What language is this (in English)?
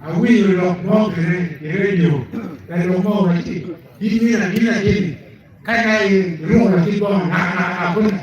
Acoli